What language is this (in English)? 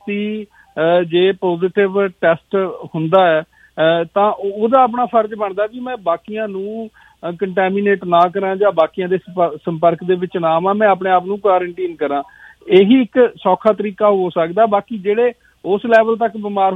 Punjabi